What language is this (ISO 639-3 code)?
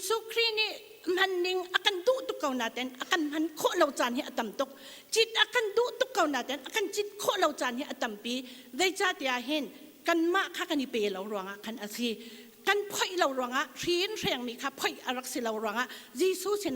cnh